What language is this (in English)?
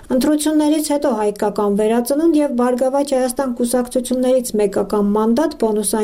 Armenian